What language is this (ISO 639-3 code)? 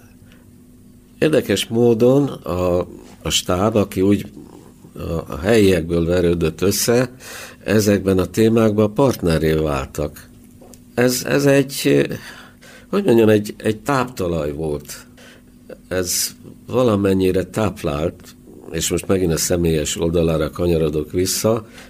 hun